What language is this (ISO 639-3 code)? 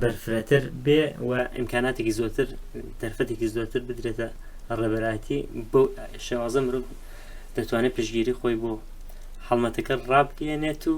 ckb